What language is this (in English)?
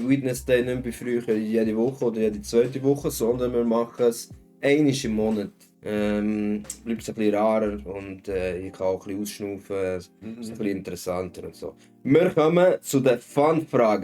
Swiss German